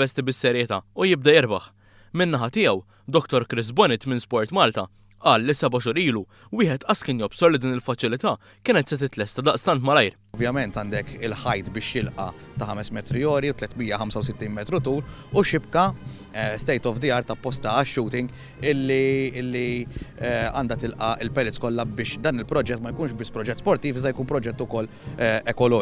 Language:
Maltese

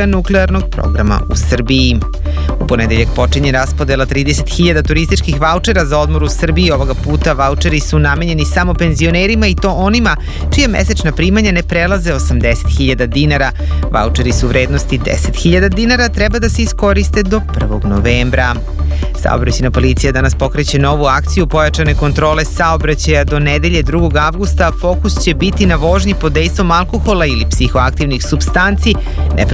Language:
Serbian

